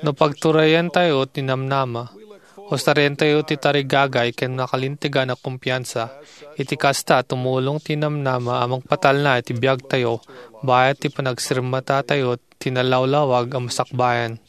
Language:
Iloko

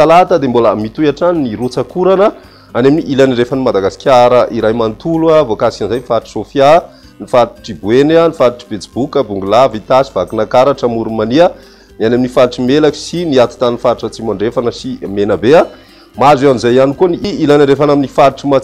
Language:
Malagasy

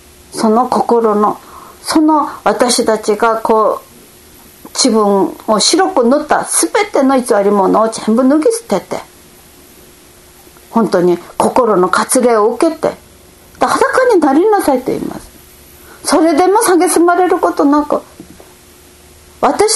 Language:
Japanese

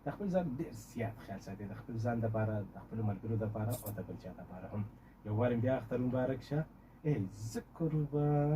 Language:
Pashto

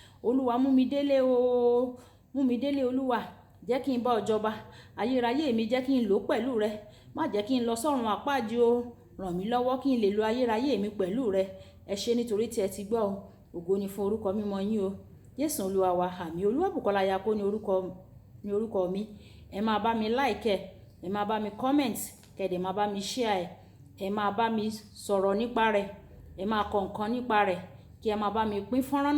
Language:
Yoruba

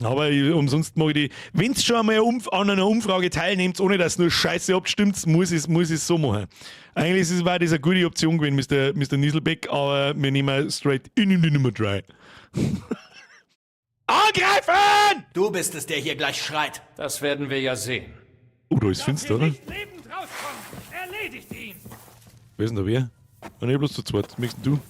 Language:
Bavarian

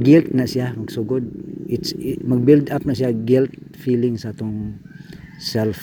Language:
Cebuano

